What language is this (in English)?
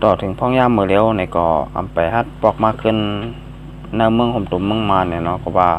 Shan